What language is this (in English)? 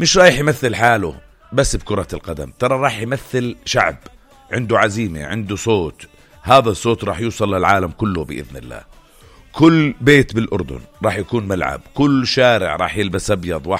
North Levantine Arabic